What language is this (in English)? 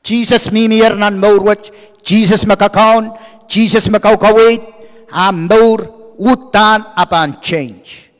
Pohnpeian